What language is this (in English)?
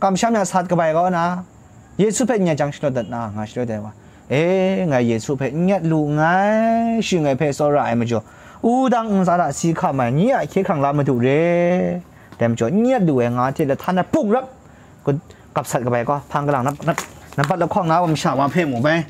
Kachin